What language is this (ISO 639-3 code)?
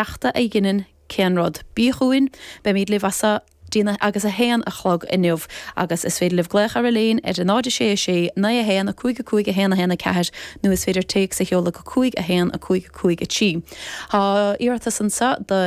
gle